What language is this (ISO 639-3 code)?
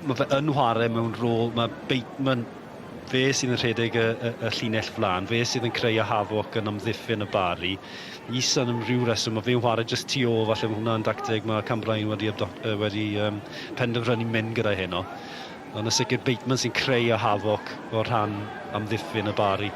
cym